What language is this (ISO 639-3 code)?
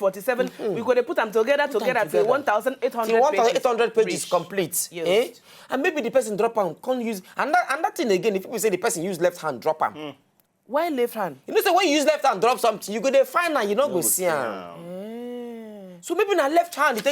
pcm